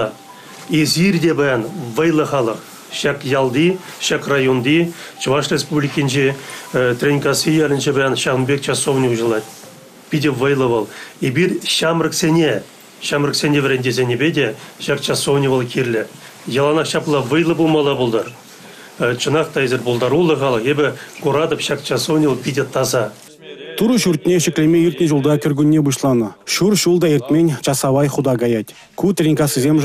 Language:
Chuvash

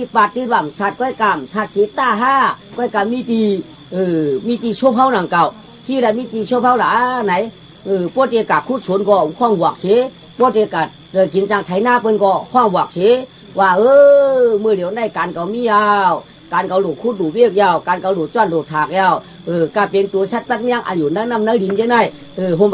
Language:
Shan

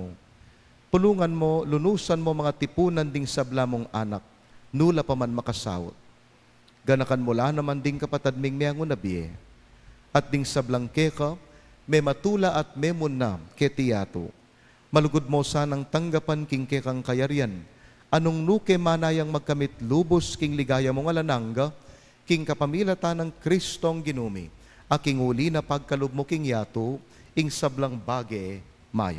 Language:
Pampanga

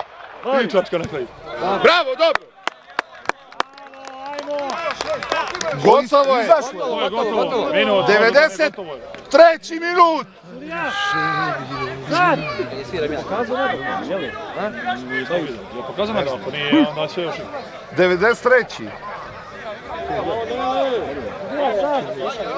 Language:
Serbian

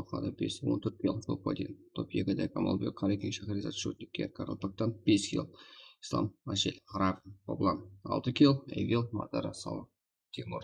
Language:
Kara-Kalpak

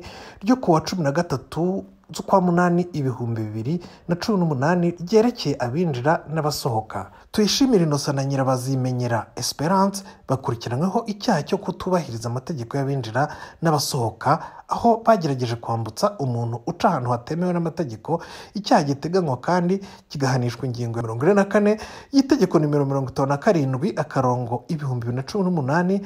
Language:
Kinyarwanda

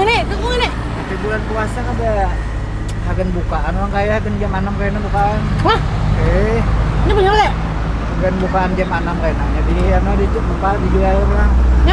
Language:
Banjar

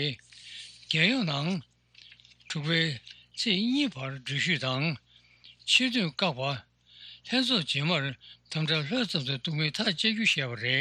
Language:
Tibetan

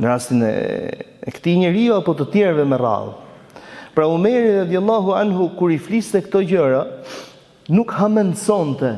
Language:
Albanian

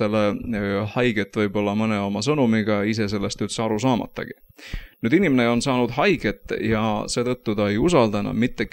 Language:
Estonian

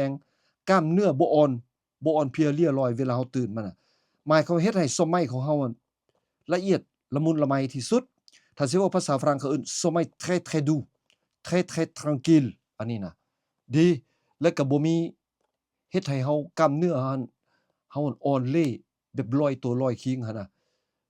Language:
Lao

